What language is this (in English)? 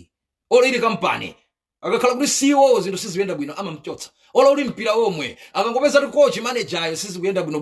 Nyanja